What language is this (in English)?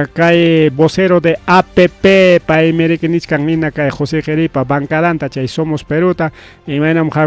Ayacucho Quechua